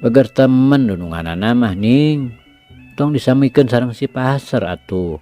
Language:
Sundanese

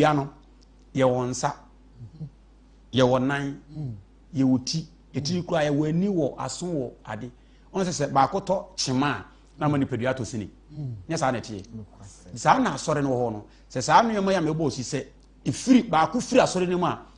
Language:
Akan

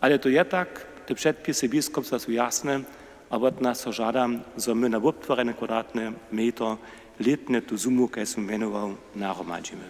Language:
Upper Sorbian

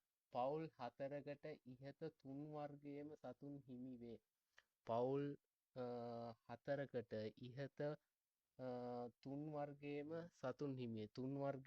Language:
Sinhala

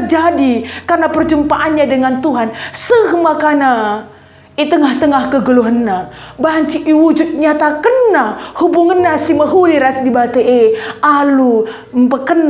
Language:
Batak Karo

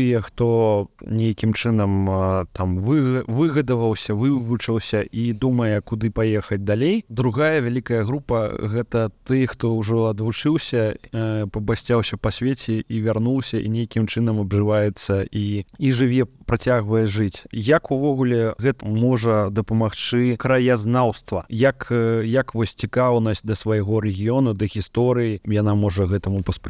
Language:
Belarusian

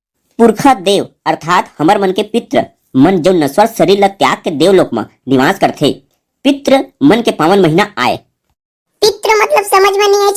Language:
Chhattisgarhi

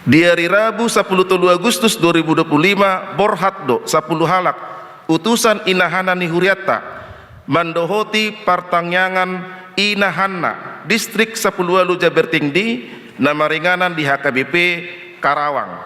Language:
Batak Toba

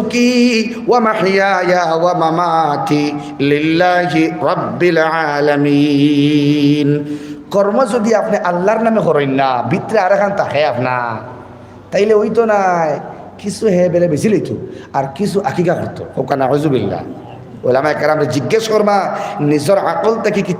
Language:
Sylheti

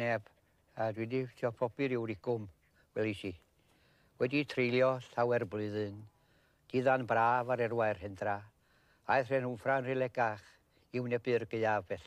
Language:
Welsh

